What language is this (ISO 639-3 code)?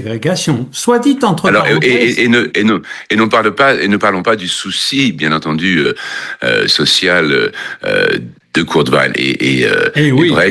fra